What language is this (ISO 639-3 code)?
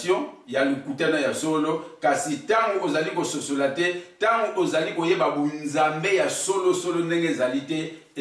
lin